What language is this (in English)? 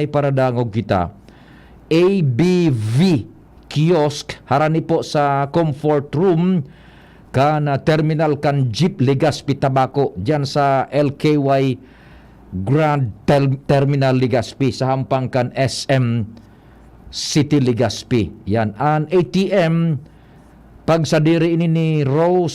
Bikol